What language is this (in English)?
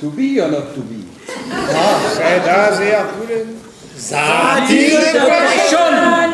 Breton